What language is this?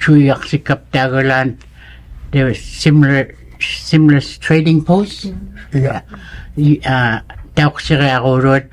Inuktitut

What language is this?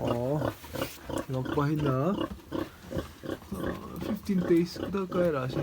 Tangkhul Naga (India)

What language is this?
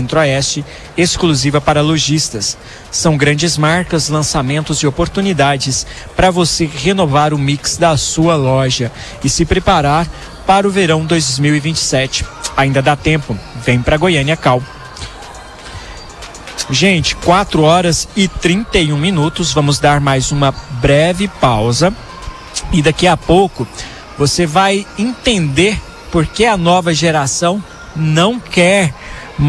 Portuguese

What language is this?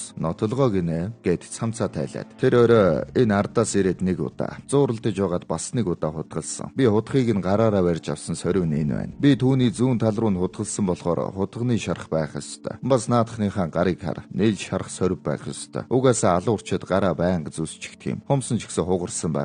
Mongolian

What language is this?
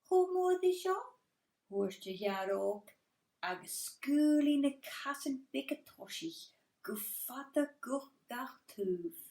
Scottish Gaelic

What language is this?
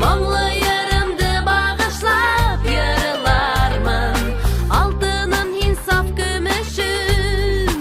Bashkir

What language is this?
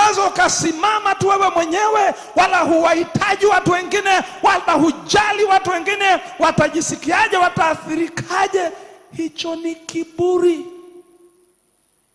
Swahili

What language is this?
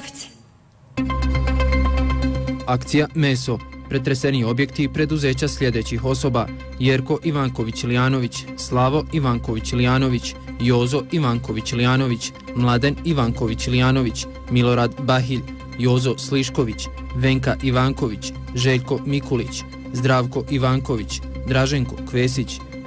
Bosnian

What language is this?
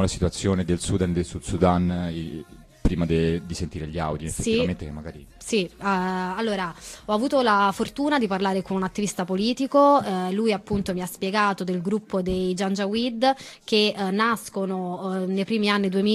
Italian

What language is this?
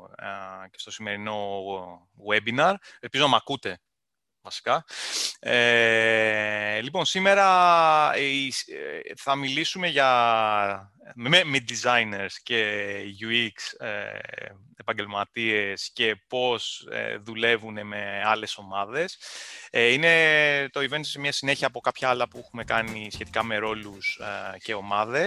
Greek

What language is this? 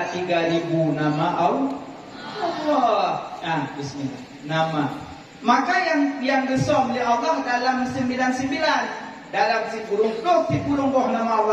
Achinese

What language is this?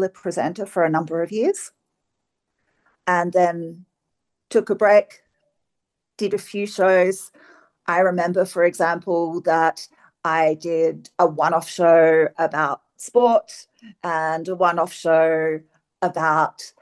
English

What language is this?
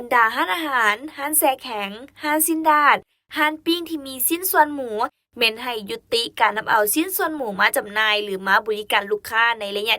Lao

